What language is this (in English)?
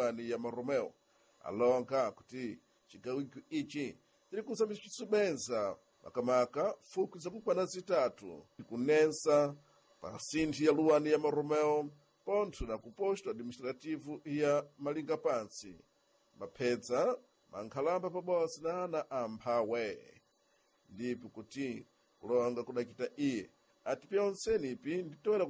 Sena